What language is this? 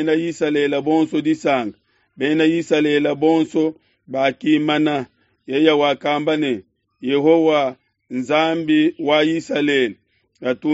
Luba-Lulua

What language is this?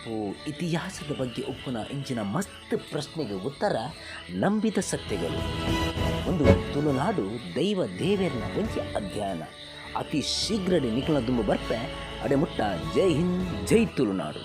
Tulu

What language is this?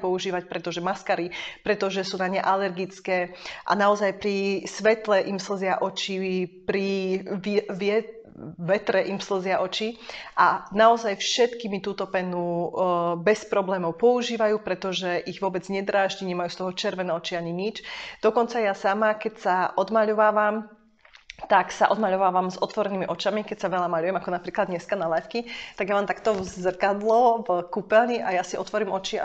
Slovak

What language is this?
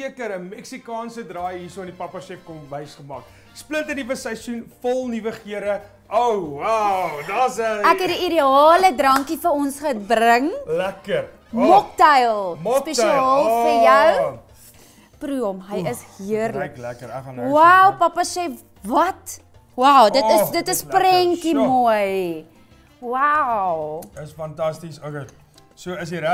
Afrikaans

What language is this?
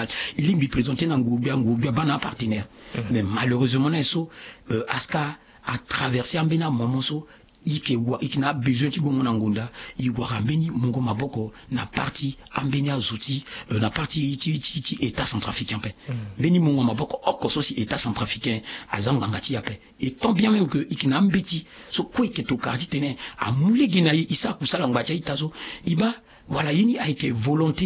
Sango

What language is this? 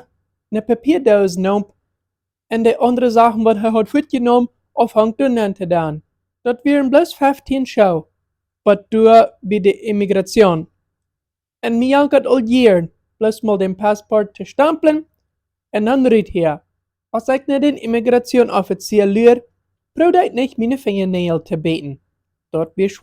Plautdietsch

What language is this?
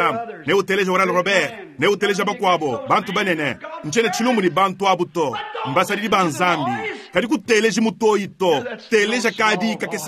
Luba-Lulua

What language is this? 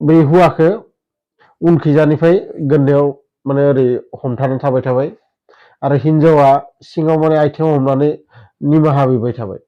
Bodo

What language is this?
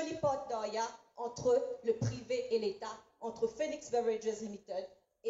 Morisyen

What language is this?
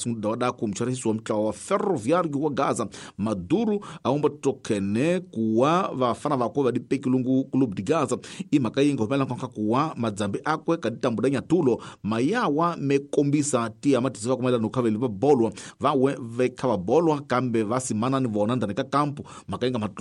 Tsonga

